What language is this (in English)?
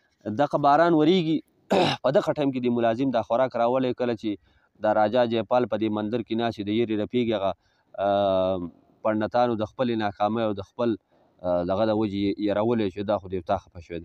Pashto